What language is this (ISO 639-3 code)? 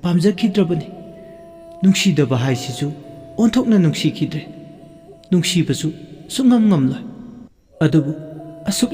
mni